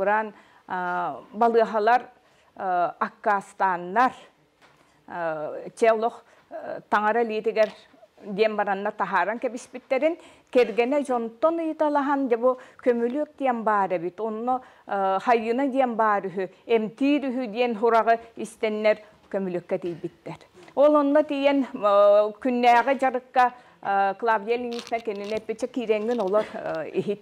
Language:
Yakut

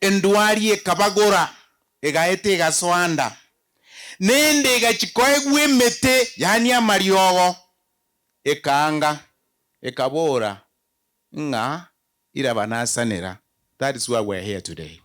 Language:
Gusii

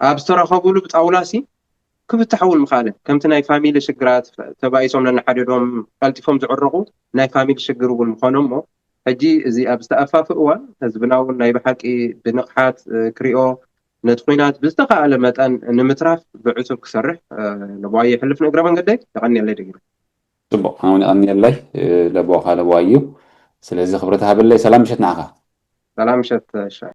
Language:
Tigrinya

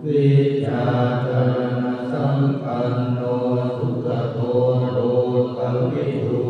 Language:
Pali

